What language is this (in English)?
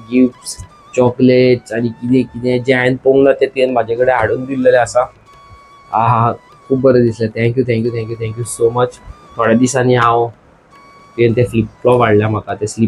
Konkani